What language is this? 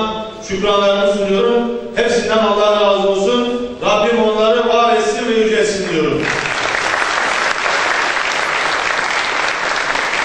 Turkish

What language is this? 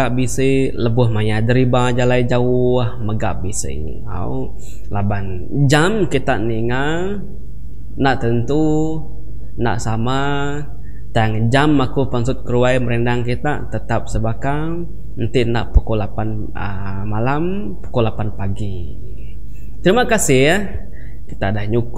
Iban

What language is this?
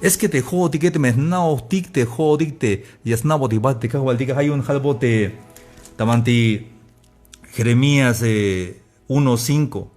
Tzeltal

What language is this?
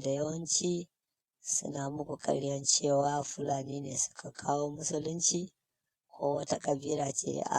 Hausa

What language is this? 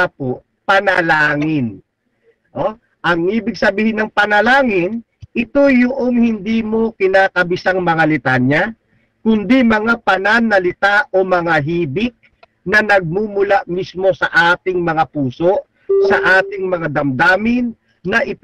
Filipino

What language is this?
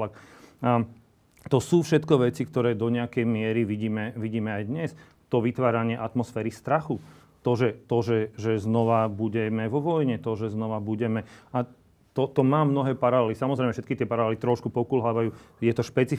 Slovak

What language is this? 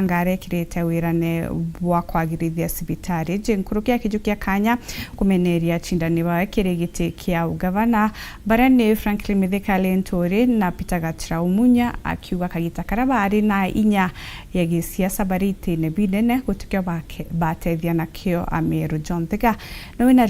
Meru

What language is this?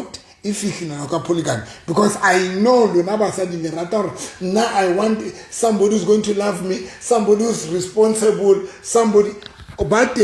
Southern Sotho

